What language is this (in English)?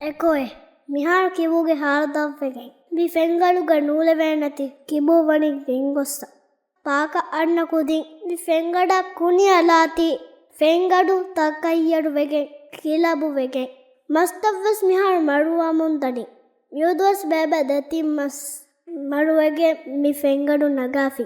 Divehi